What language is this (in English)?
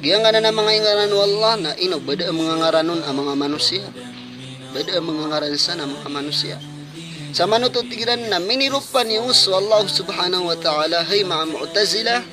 Maranao